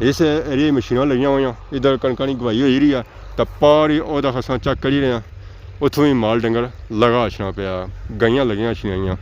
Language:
Pahari-Potwari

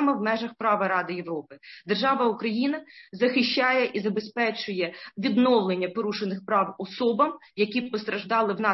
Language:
Ukrainian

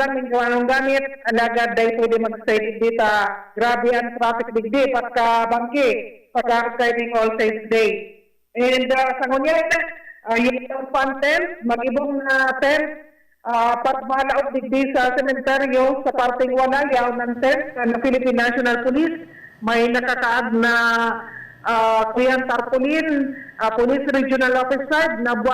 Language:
Bikol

